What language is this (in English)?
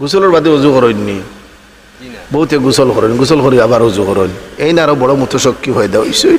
Sylheti